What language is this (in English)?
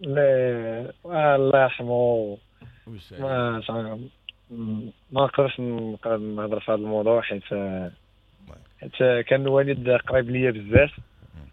Moroccan Arabic